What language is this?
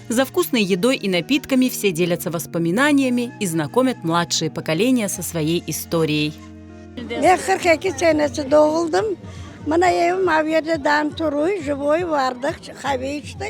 Crimean Tatar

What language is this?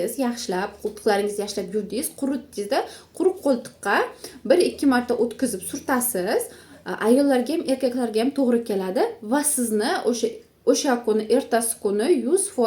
Uzbek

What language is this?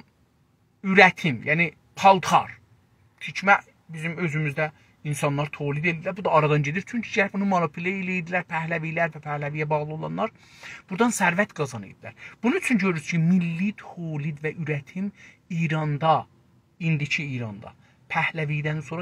South Azerbaijani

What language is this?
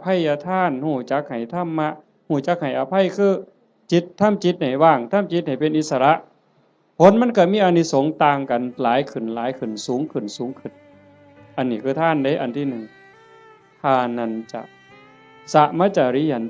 Northeastern Thai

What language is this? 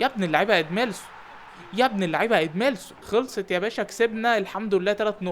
Egyptian Arabic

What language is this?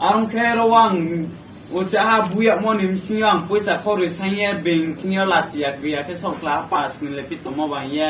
Riang (India)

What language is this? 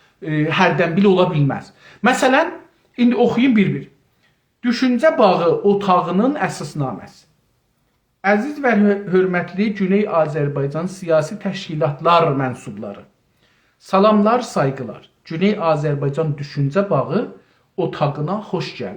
South Azerbaijani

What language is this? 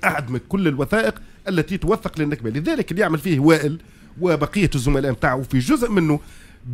Tunisian Arabic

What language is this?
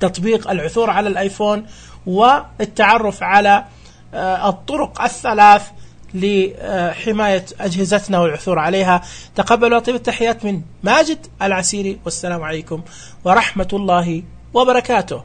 Najdi Arabic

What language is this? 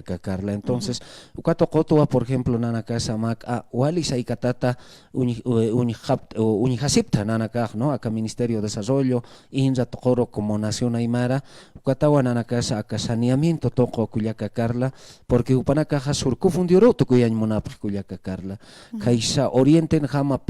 Aymara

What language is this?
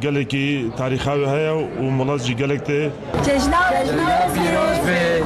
Kurdish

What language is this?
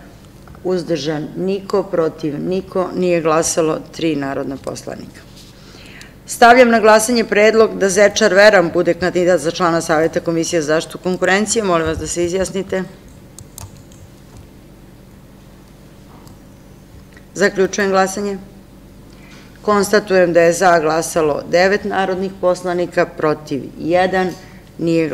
Serbian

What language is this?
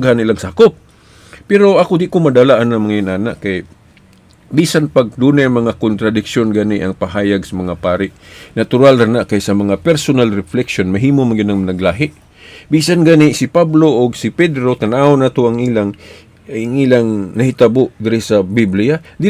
Cebuano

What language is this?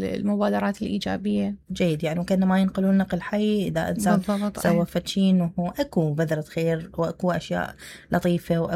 Mesopotamian Arabic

